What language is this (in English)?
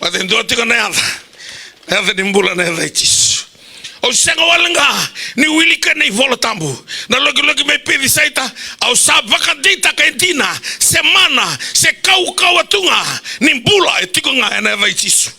Fijian